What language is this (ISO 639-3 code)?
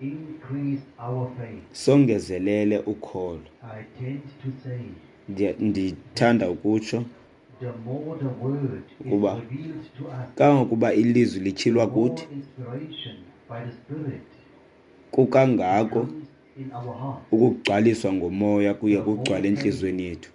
xho